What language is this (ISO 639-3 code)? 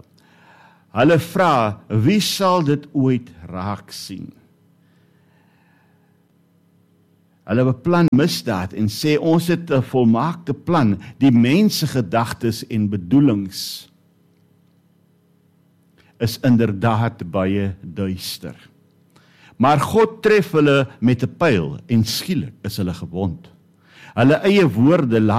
afr